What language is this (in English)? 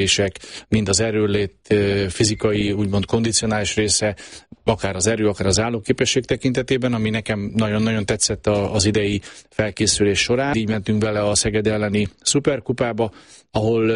Hungarian